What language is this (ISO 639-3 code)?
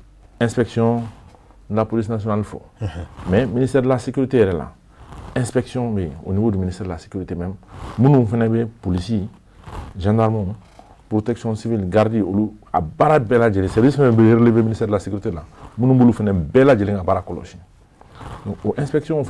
bam